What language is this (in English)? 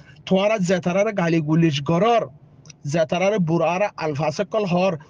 Rohingya